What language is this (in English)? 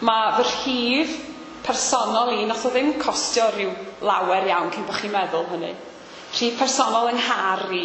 Welsh